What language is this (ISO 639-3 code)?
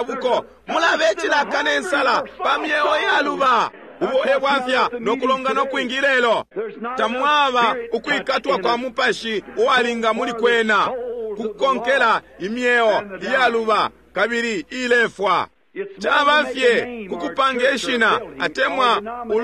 bem